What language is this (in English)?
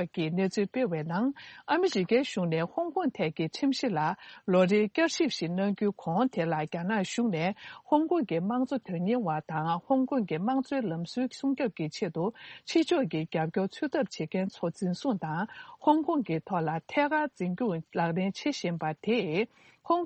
Tibetan